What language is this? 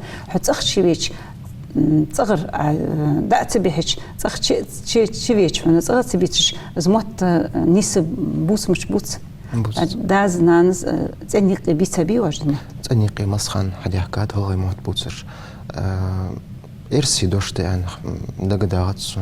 Ingush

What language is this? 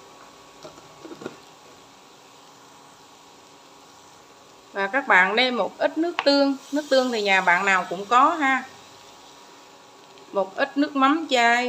Vietnamese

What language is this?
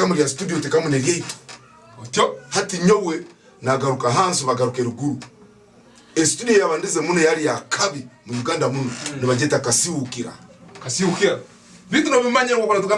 Tooro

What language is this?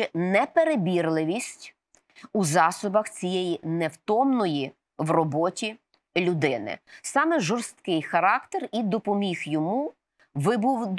Ukrainian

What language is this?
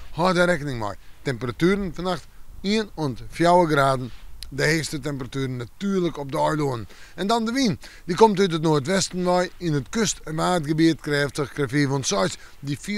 Western Frisian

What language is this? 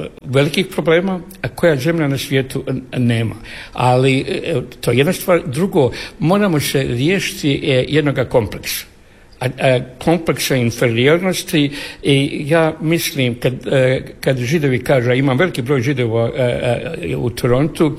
Croatian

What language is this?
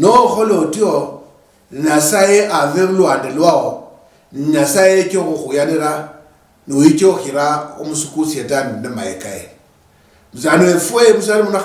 Luyia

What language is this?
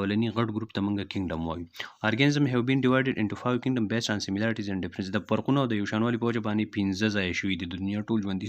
Pashto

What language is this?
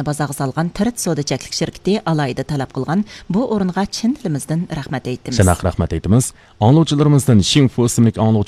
Uyghur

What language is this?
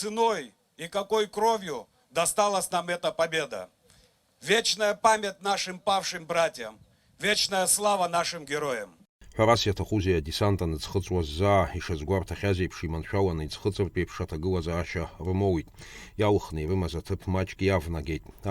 Abkhazian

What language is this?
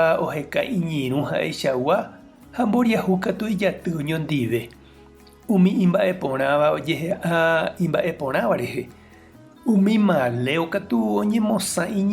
Guarani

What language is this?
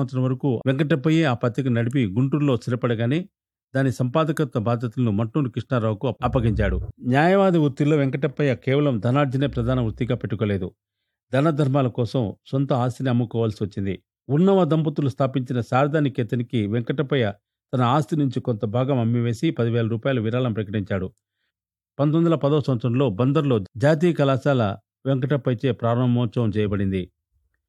Telugu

